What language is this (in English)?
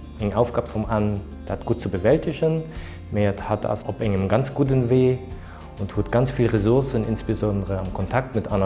Luxembourgish